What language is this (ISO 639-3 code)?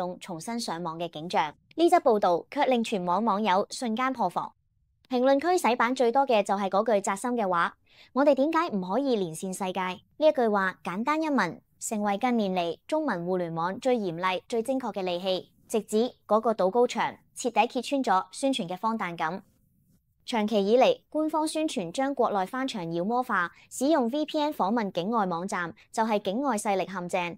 yue